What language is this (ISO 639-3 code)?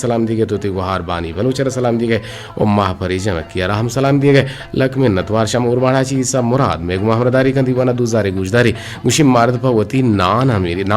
bgp